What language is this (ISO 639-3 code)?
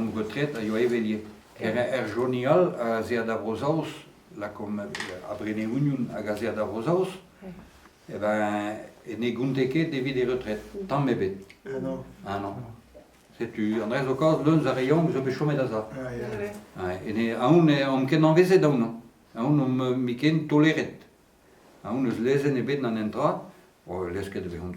bre